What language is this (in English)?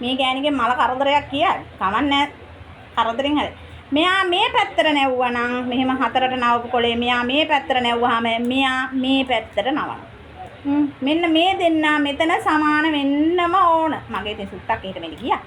Sinhala